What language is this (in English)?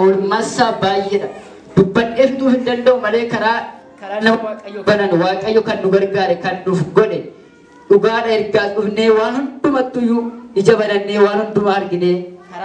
Oromo